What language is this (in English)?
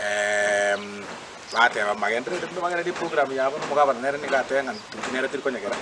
Gusii